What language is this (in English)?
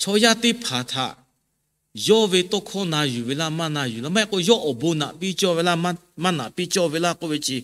Lahu